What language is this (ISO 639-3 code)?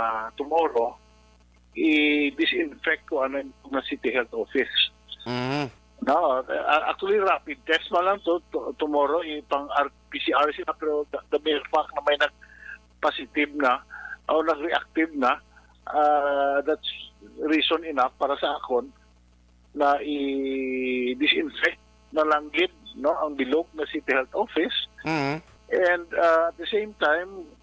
hil